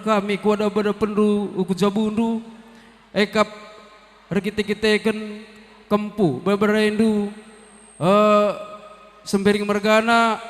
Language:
Batak Karo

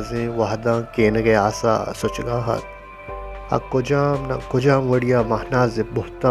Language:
Baluchi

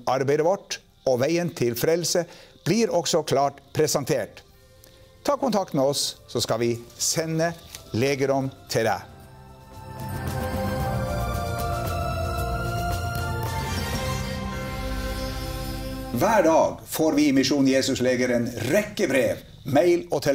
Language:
Norwegian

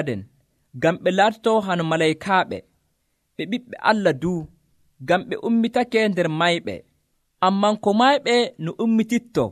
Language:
Nigerian Fulfulde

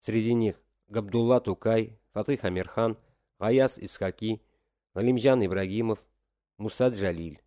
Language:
Tatar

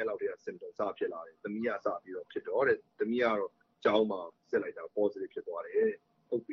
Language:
Burmese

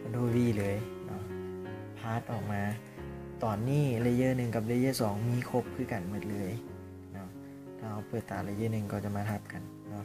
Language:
Lao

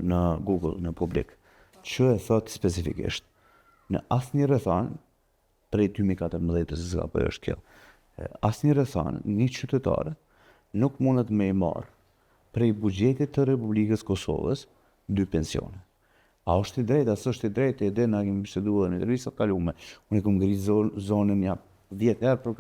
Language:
Albanian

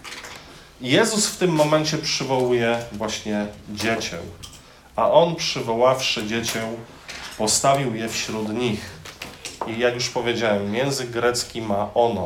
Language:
Polish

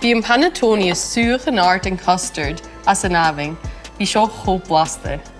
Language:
Scottish Gaelic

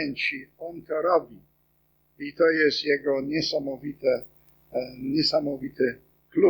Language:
Polish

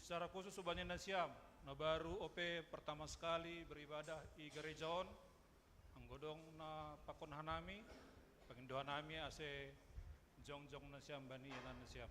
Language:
Batak Simalungun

